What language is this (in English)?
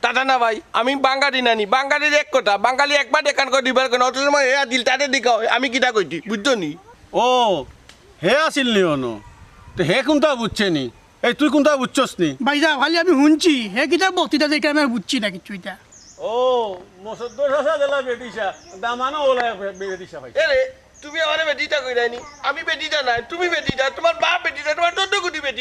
Sylheti